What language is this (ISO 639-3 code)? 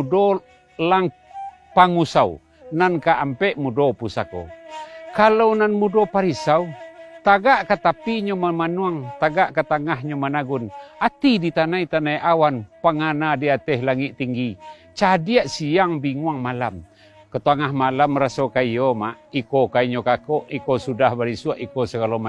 min